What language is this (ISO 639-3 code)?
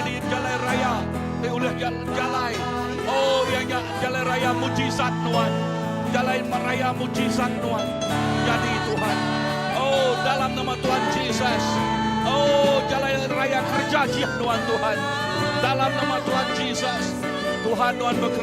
iba